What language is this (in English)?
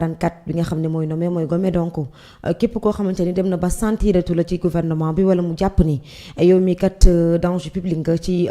Wolof